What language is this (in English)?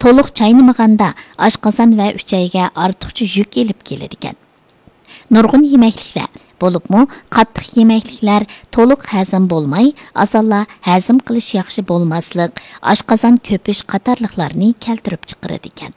Uyghur